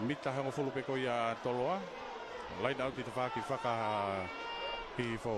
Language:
Tongan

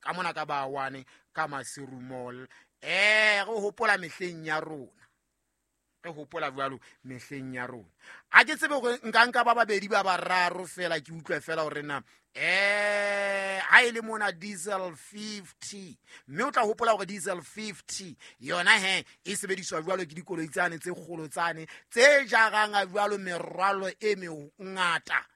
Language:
Southern Sotho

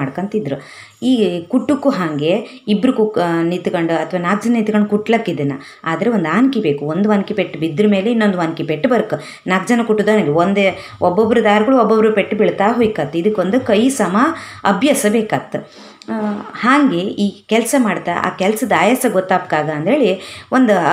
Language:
Kannada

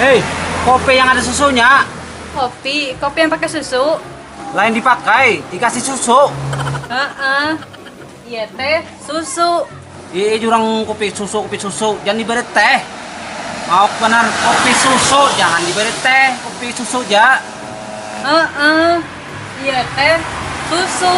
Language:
Banjar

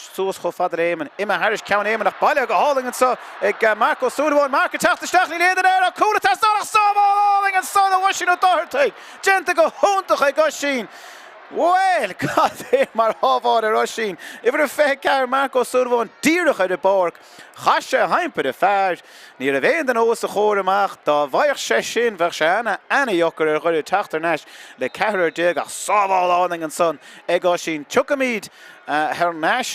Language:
Irish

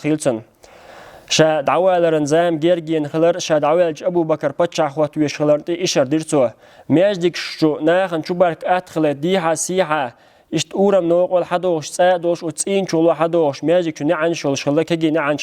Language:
Chechen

